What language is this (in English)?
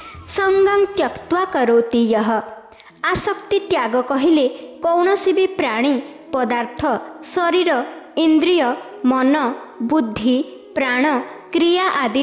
Odia